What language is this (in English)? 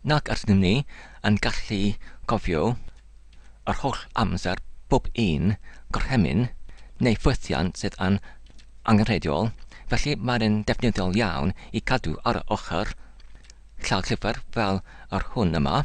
Welsh